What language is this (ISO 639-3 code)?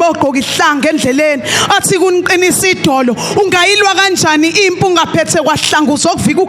zul